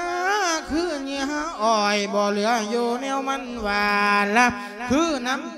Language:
Lao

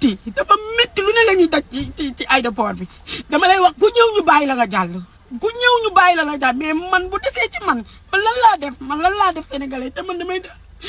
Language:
Wolof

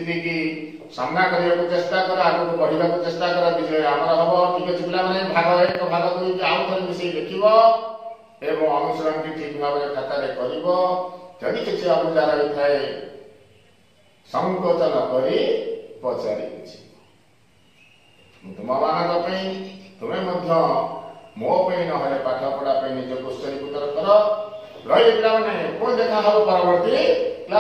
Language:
Odia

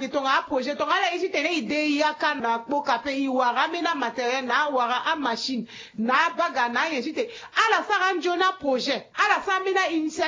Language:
Sango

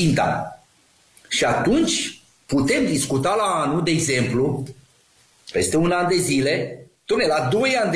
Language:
Romanian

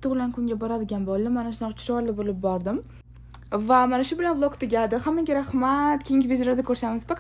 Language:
Uzbek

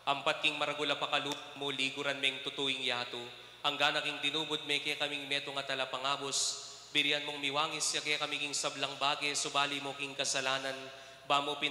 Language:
Pampanga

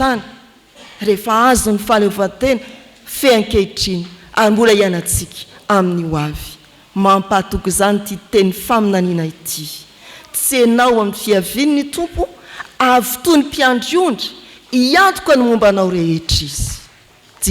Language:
Malagasy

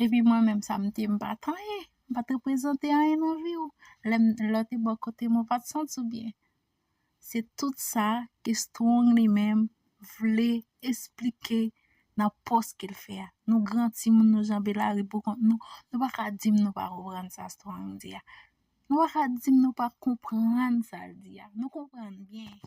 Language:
Haitian Creole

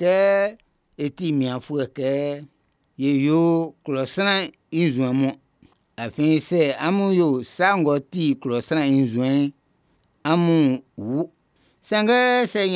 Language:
Baoulé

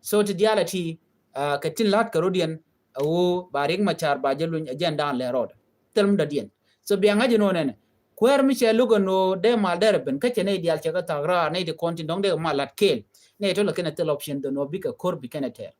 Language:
Nuer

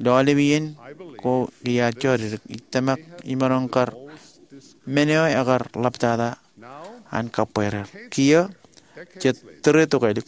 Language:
Marshallese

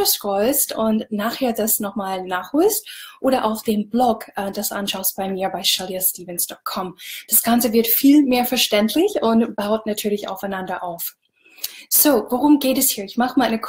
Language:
German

